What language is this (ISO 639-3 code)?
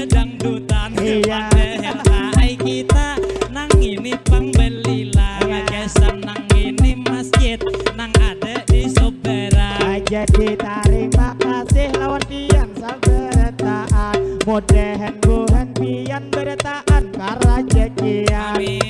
bjn